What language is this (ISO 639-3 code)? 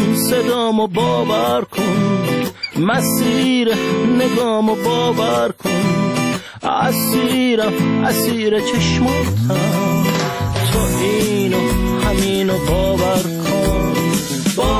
fas